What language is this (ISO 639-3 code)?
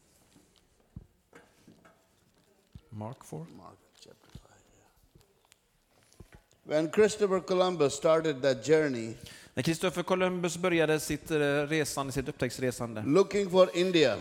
swe